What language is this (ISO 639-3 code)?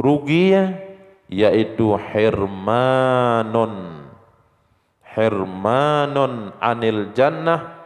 ace